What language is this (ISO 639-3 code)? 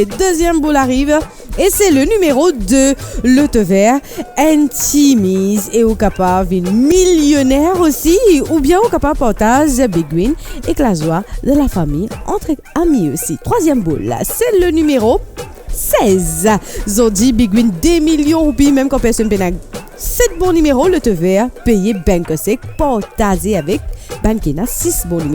mfe